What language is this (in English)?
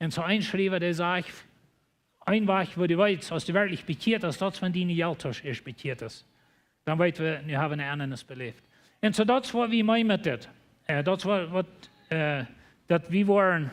Plautdietsch